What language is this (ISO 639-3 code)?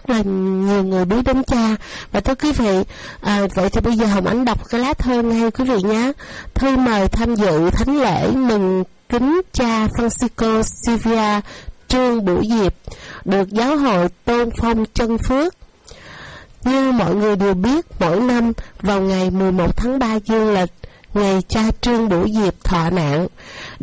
vie